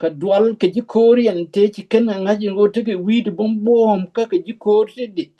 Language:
Nuer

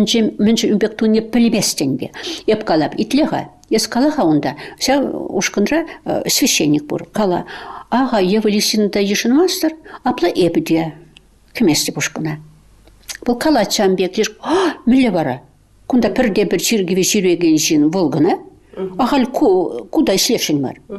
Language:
Chuvash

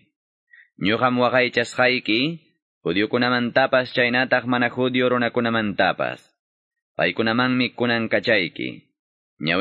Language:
Quechua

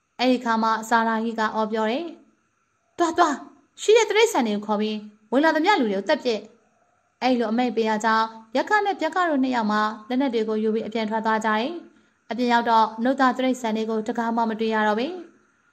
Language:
Burmese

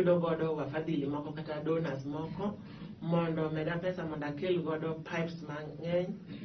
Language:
Luo (Kenya and Tanzania)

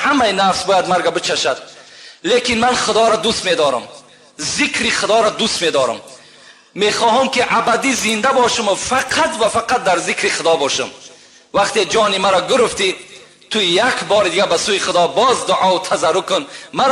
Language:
Tajik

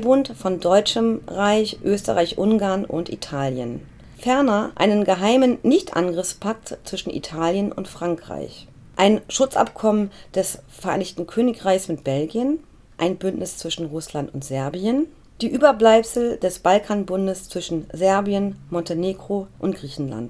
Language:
German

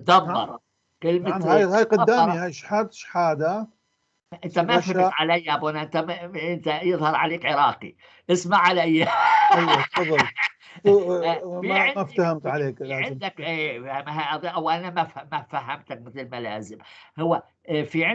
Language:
North Levantine Arabic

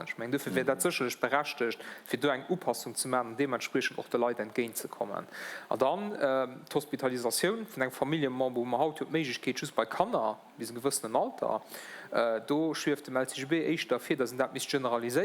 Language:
Luxembourgish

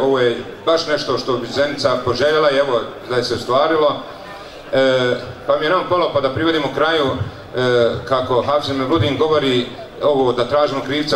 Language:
Bosnian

